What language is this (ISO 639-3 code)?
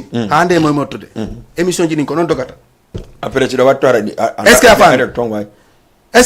ful